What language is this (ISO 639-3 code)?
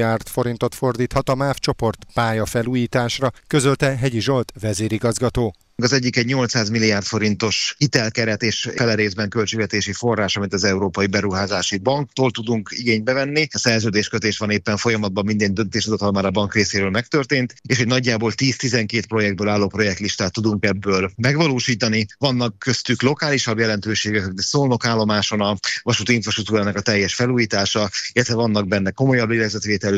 hun